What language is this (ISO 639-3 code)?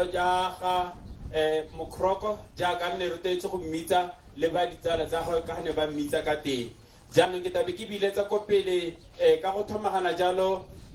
tsn